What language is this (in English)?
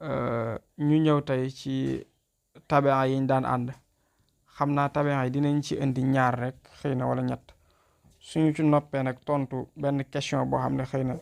Wolof